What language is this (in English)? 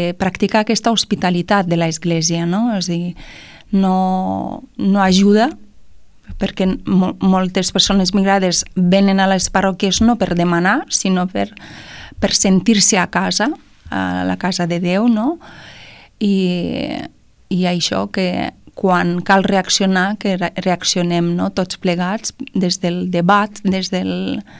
Catalan